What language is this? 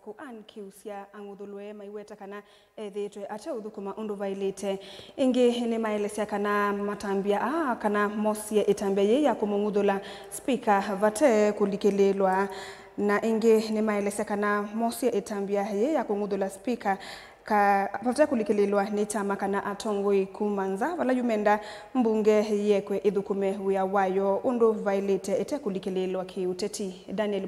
Kamba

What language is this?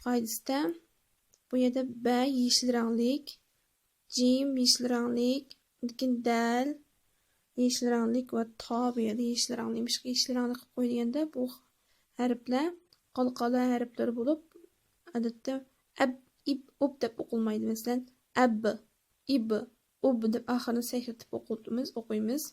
Uyghur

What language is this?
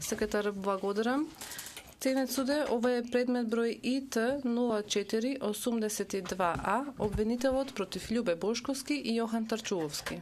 Macedonian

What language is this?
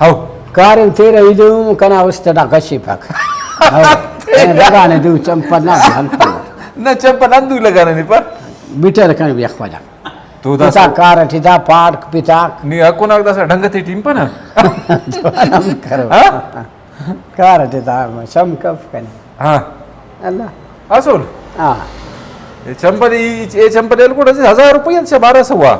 Brahui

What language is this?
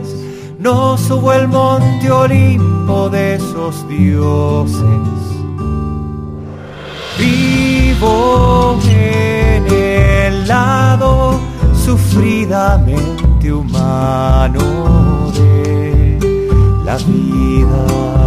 Spanish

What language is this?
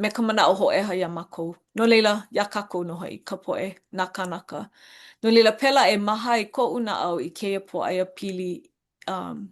Hawaiian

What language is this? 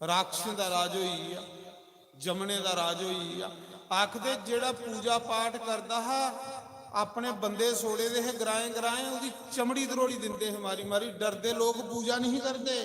Dogri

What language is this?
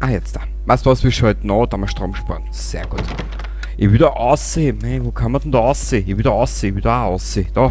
Bavarian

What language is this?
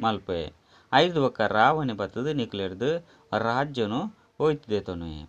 Tulu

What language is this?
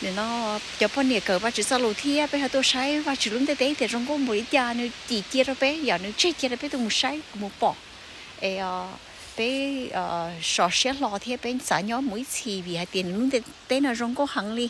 Hmong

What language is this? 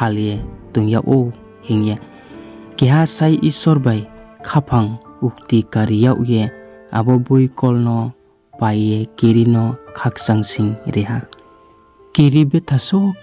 Riang (India)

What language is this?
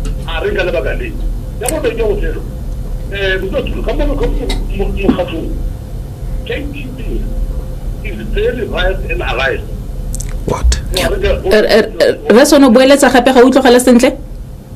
Tswana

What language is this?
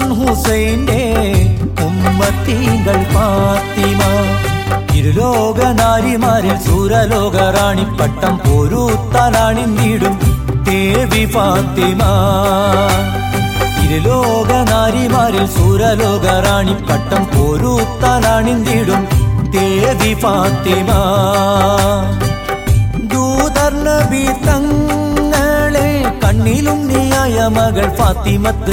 Malayalam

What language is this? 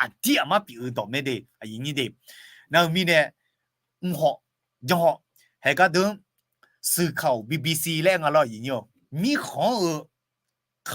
Akha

